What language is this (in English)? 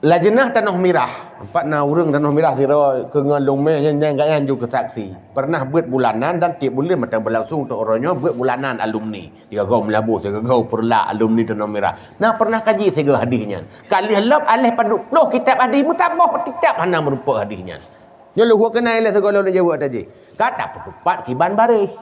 Achinese